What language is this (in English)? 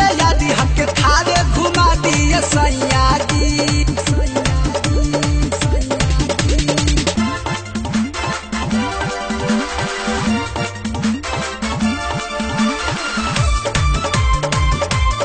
Bhojpuri